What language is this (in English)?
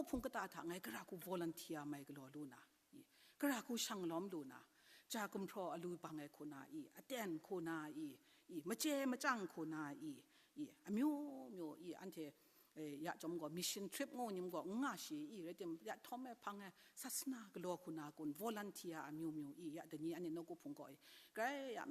Kachin